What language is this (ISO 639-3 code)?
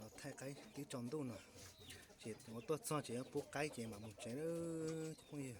hmn